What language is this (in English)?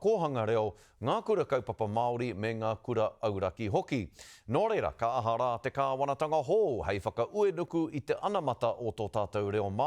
Māori